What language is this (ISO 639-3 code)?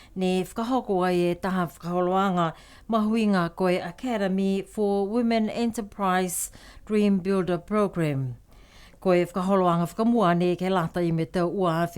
niu